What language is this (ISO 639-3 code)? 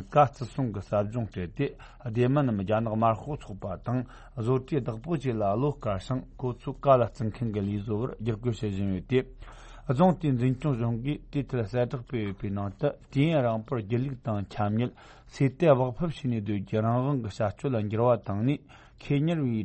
bod